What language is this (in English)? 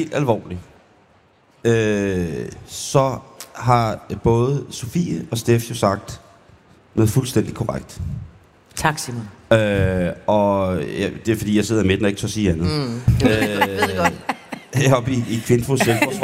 Danish